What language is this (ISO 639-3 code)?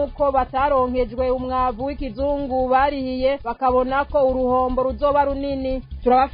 run